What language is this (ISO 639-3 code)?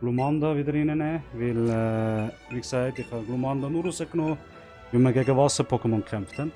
gsw